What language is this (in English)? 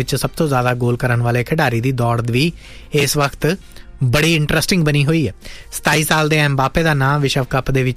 Punjabi